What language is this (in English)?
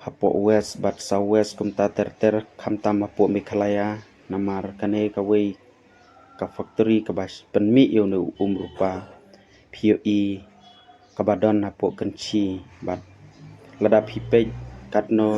Khasi